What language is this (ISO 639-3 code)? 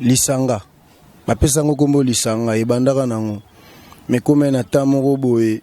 lin